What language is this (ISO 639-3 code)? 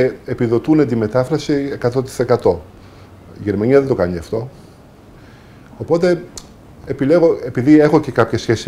ell